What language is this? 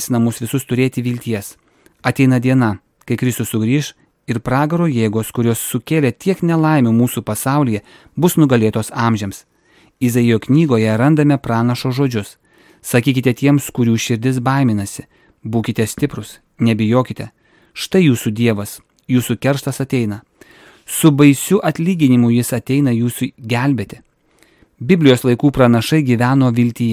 Lithuanian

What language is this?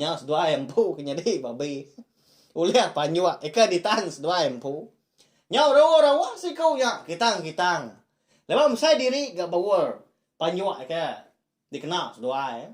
Iban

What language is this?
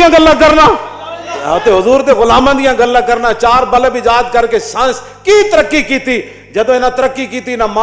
Western Panjabi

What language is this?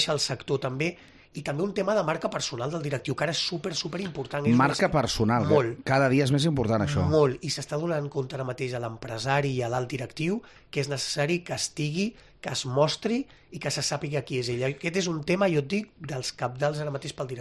Catalan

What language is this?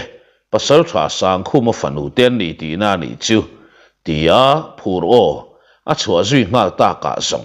Mizo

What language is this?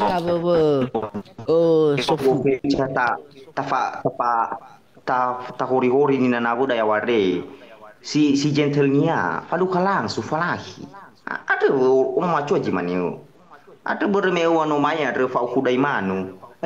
Nias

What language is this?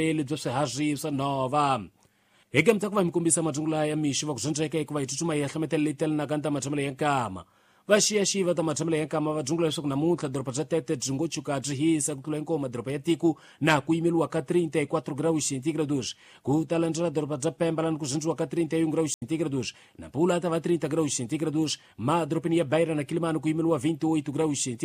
Tsonga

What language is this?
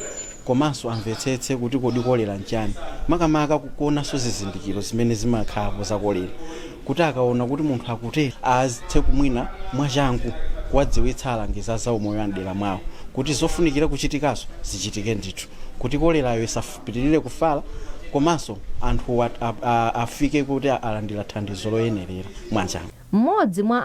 Nyanja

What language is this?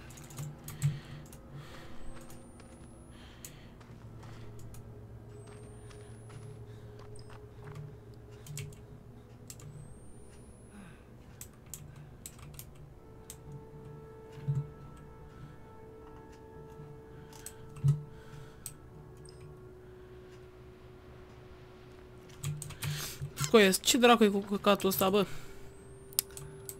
Romanian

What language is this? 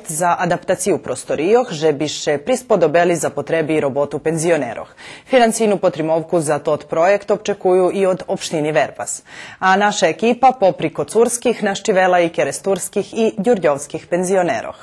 Rusyn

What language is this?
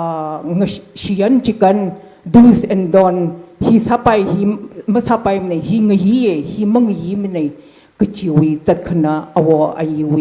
Tangkhul Naga (India)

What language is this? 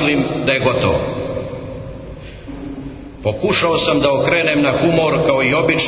Serbian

